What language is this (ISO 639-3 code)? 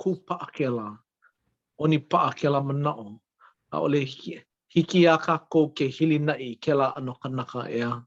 haw